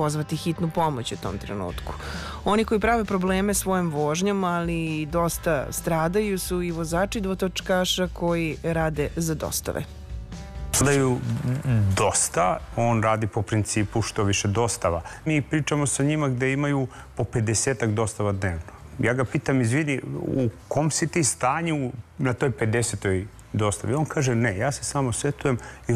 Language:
Serbian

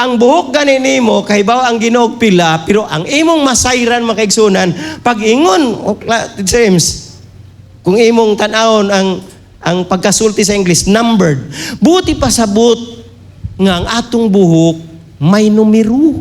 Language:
Cebuano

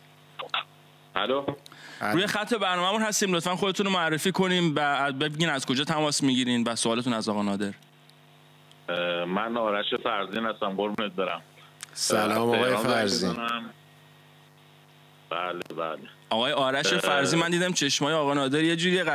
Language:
Persian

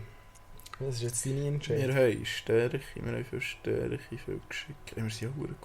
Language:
Swiss German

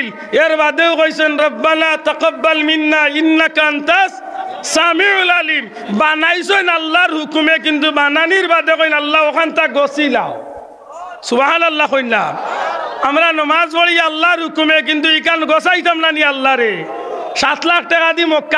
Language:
Sylheti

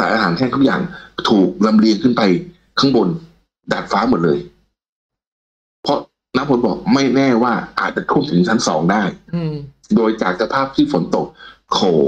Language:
Thai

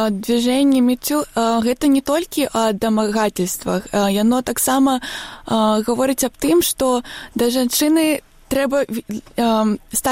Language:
Belarusian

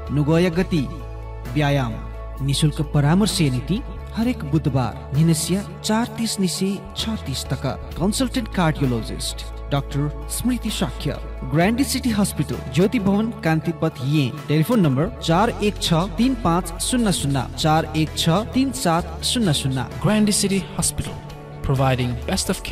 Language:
Newari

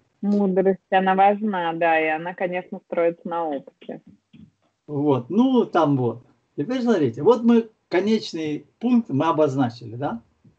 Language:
Russian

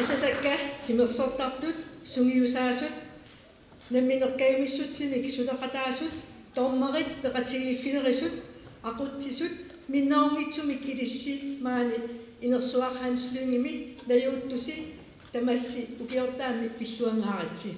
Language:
Kalaallisut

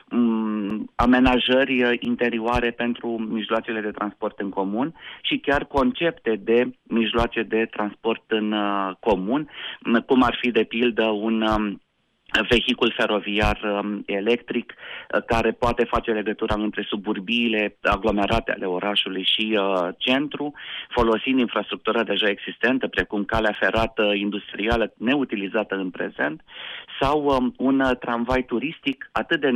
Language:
Romanian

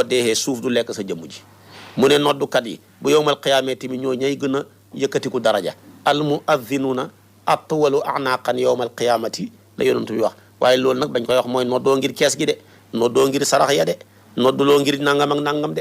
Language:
Wolof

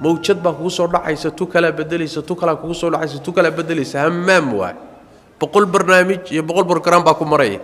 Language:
Somali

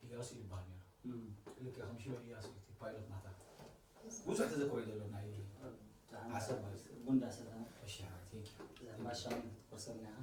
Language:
Tigrinya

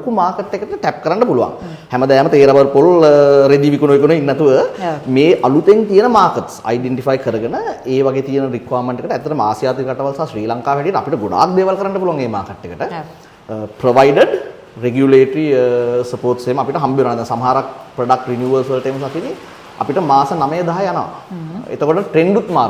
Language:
Sinhala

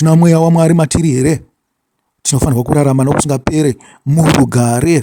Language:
Shona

